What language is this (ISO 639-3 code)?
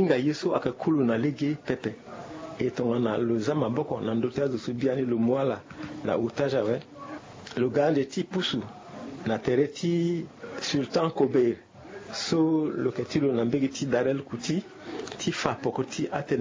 sag